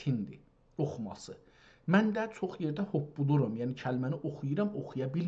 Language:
South Azerbaijani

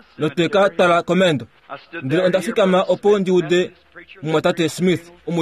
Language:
Kuanyama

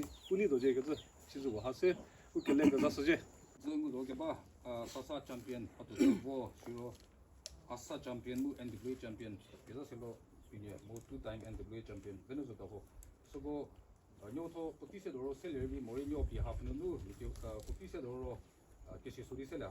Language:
Chokri Naga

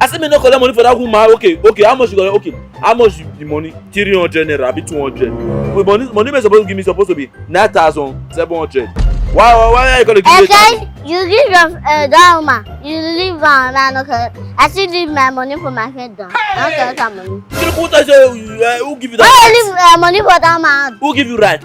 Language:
Nigerian Pidgin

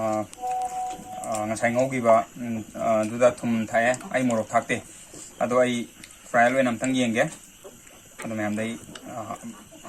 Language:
Manipuri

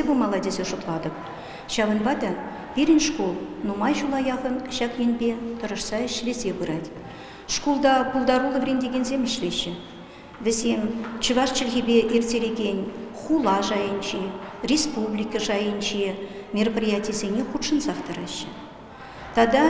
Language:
Chuvash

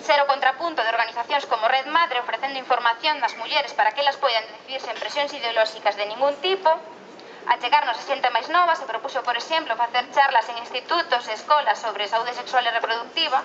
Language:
Galician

